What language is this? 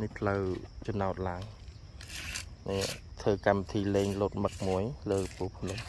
Khmer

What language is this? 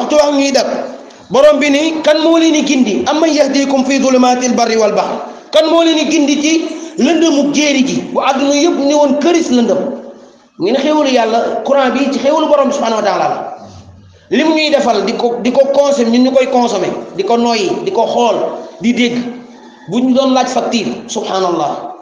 Wolof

